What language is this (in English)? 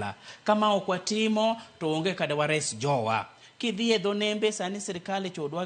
Luo (Kenya and Tanzania)